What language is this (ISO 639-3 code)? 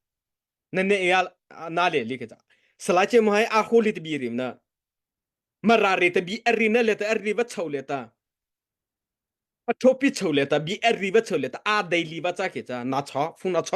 mrh